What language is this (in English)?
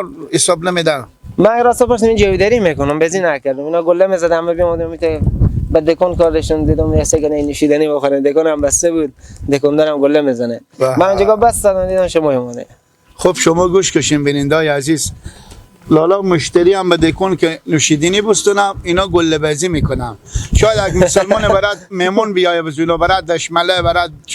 Persian